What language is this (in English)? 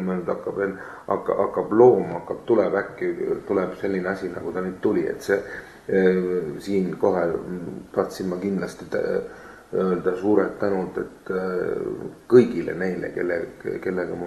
Estonian